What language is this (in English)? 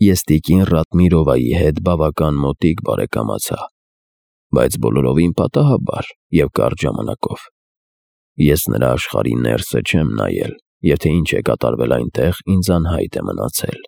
Armenian